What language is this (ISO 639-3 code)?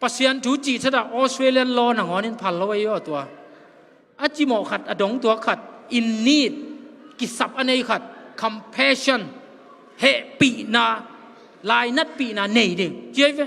ctd